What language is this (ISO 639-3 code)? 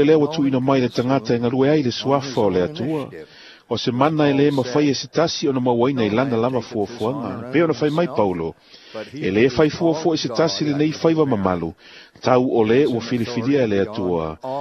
smo